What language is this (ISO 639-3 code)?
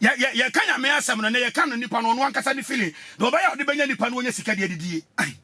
aka